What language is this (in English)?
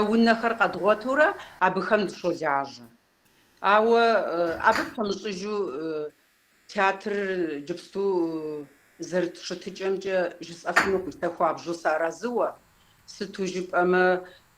Kabardian